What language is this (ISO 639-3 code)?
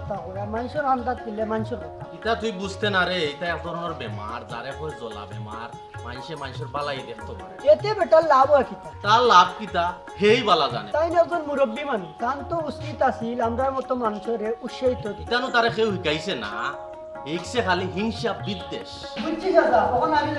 syl